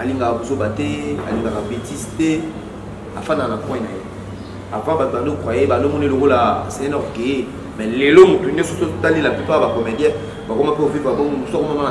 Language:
Lingala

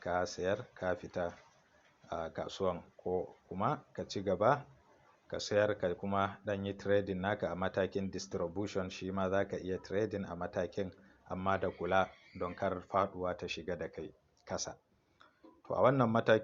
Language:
Hausa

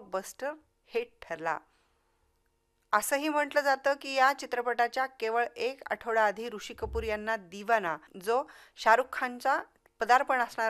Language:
Marathi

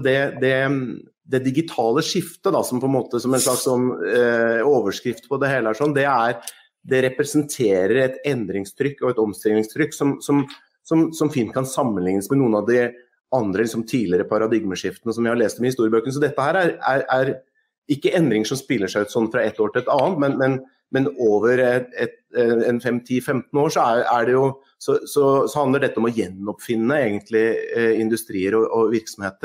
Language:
Norwegian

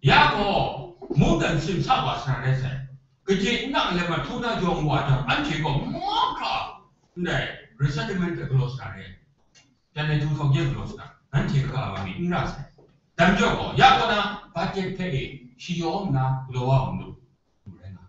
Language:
Kachin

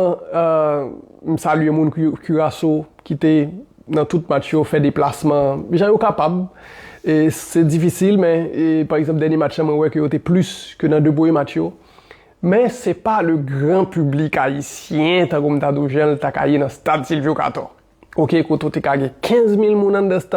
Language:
Haitian Creole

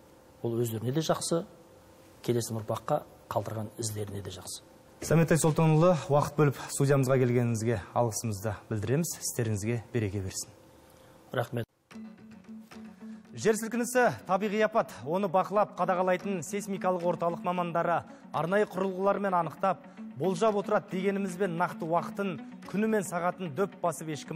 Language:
Kazakh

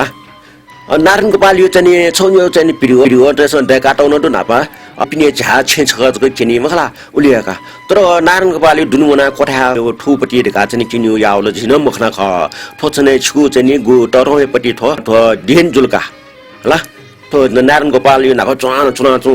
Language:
Newari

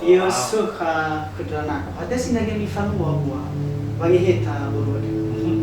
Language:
Nias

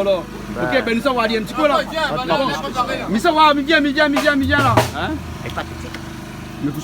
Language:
Réunion Creole French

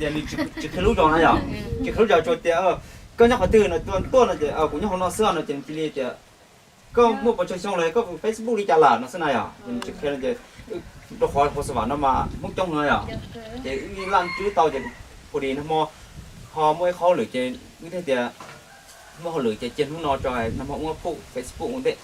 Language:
Hmong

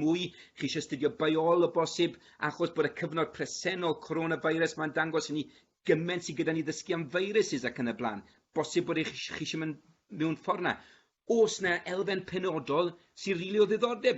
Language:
Welsh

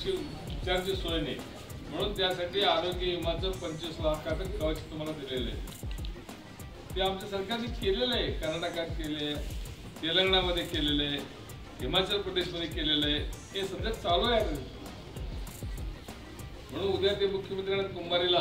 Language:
Marathi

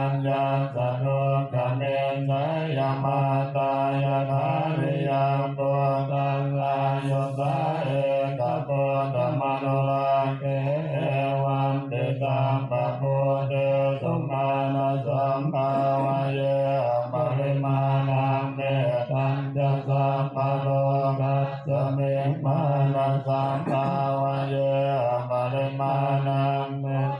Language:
Pali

